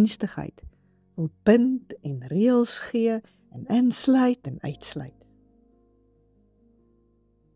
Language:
Afrikaans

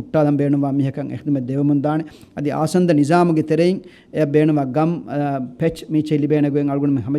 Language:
Divehi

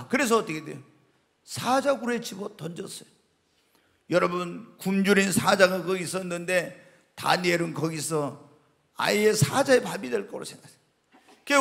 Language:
Korean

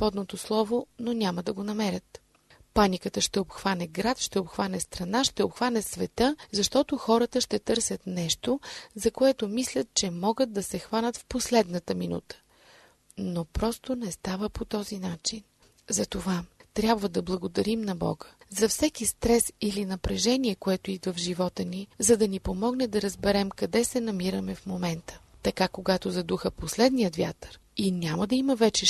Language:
Bulgarian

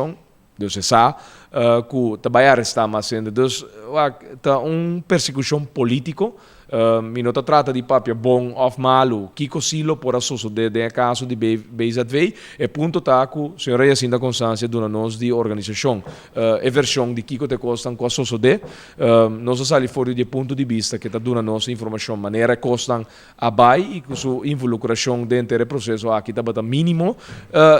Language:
Papiamento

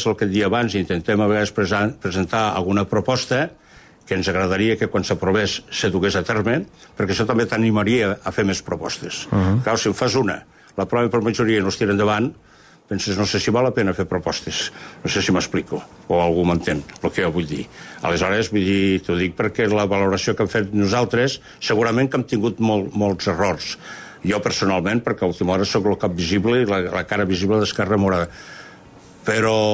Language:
Catalan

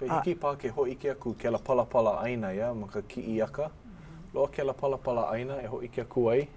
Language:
Hawaiian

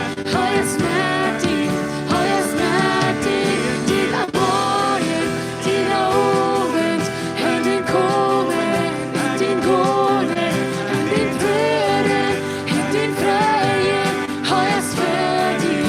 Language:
Plautdietsch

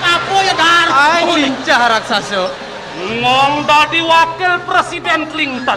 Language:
Balinese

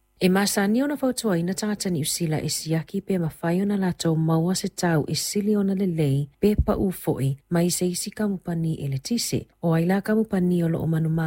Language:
Samoan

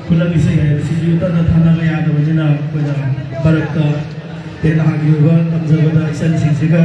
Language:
Manipuri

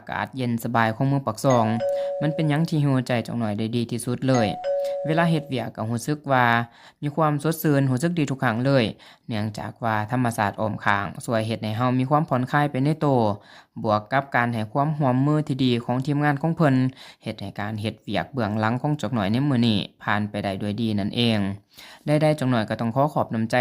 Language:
Lao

